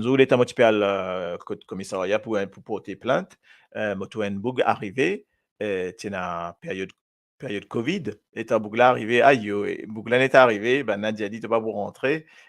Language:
Morisyen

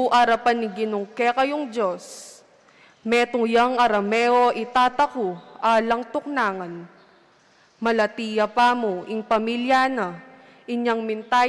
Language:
Pampanga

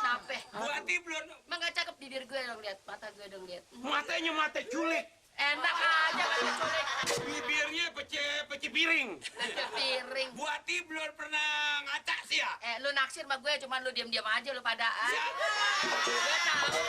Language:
Betawi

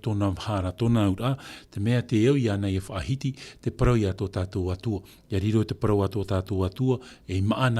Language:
Tahitian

